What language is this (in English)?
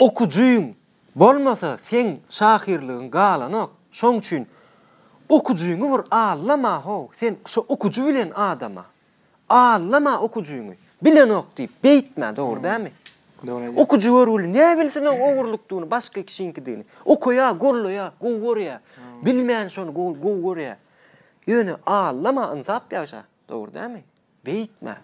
Turkmen